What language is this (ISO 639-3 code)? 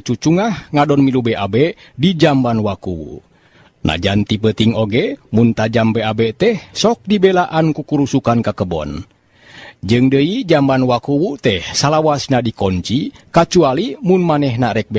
sun